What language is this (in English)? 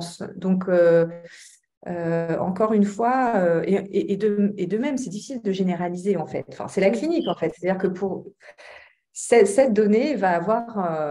French